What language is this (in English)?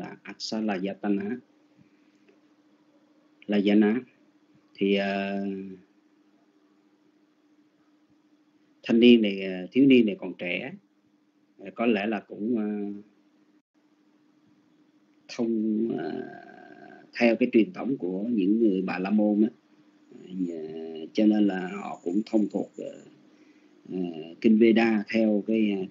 Vietnamese